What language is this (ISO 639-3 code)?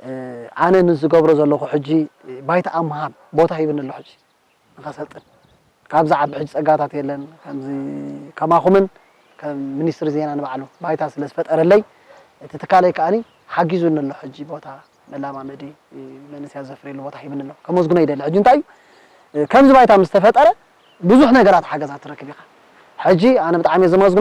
tir